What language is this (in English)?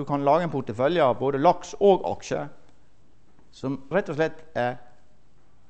Norwegian